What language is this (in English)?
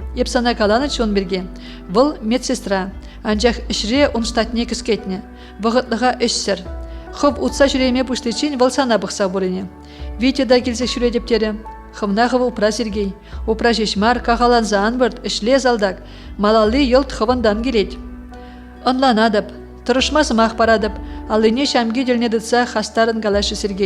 Chuvash